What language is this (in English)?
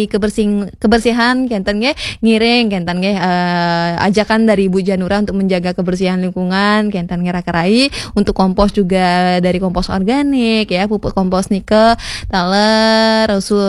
Balinese